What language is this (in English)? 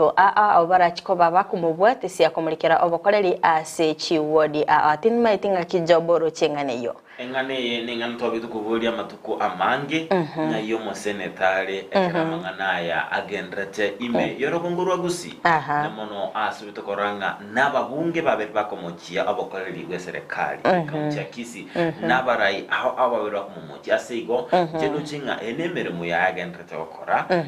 Gusii